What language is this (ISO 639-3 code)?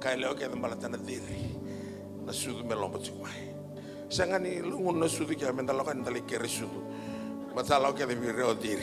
fij